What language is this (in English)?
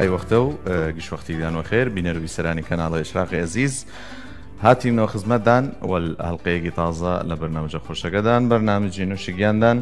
Southern Kurdish